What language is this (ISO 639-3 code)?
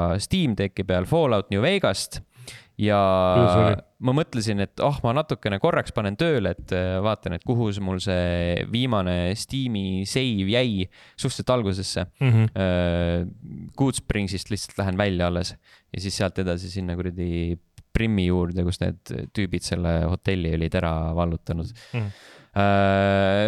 est